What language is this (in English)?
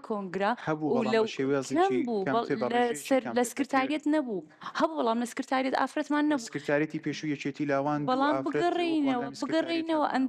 Central Kurdish